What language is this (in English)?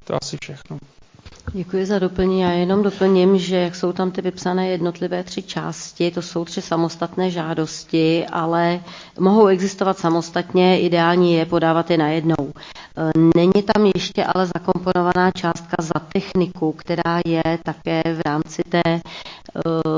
Czech